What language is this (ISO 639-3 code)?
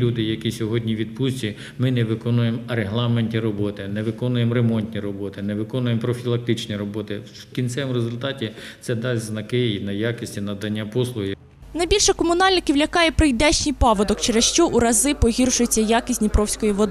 ukr